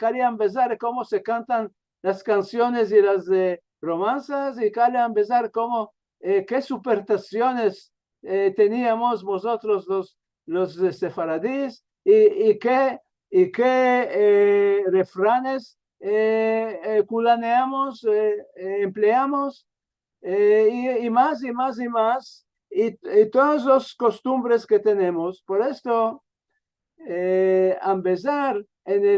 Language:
Ladino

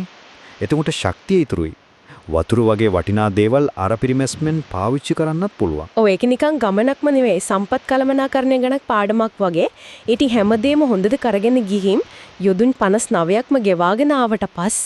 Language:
Sinhala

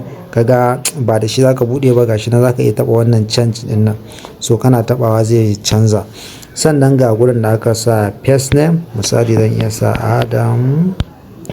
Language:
Hausa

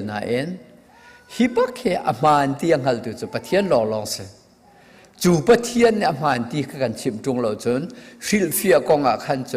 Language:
Hakha Chin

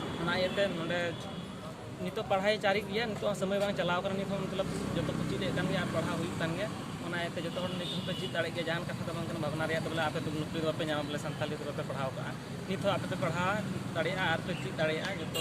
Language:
Santali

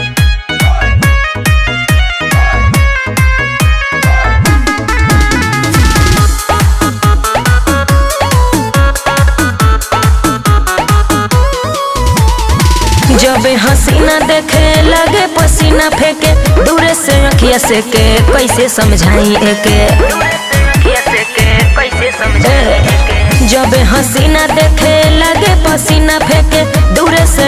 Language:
Bhojpuri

